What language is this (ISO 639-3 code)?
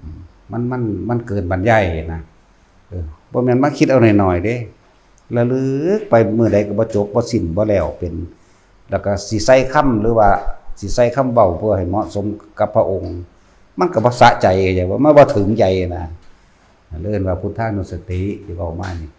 tts